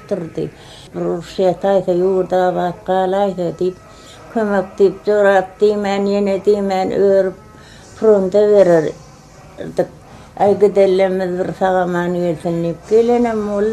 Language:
Turkmen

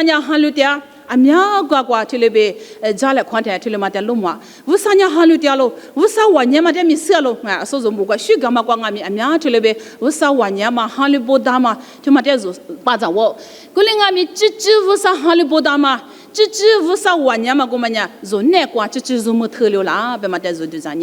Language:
Lisu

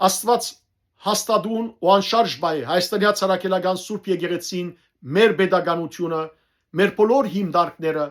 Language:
Western Armenian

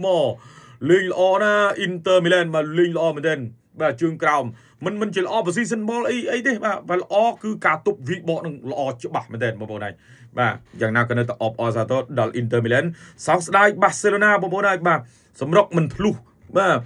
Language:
Khmer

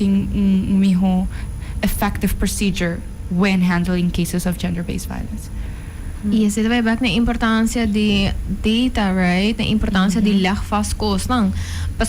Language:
Papiamento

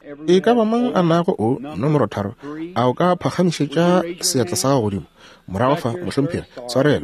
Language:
Northern Sotho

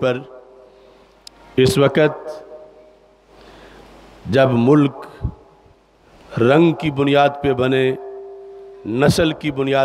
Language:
Urdu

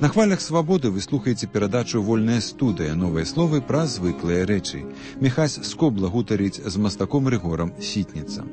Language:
Belarusian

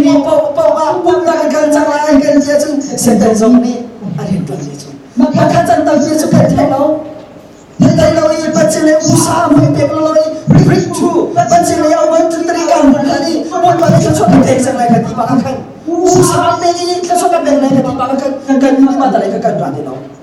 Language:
Hakha Chin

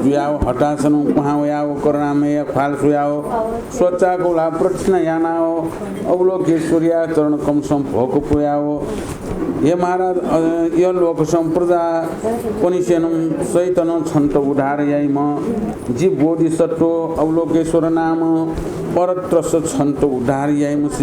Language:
Newari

